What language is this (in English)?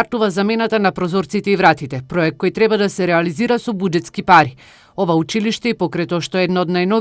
Macedonian